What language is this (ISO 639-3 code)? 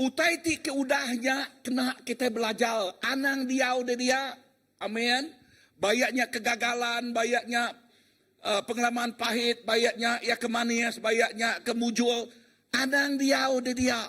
iba